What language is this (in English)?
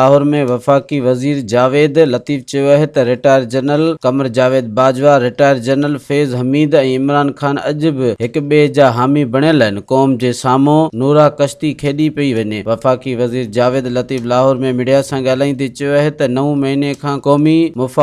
Sindhi